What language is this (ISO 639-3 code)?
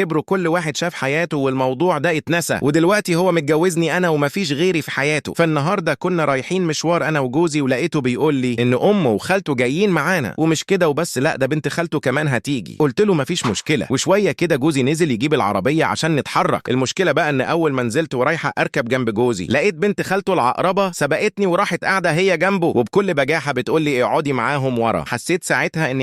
arz